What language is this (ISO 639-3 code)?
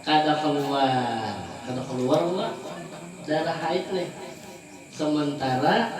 bjn